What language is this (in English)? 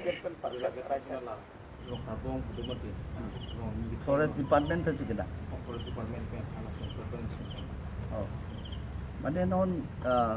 Karbi